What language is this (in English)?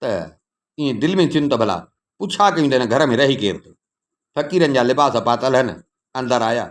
Sindhi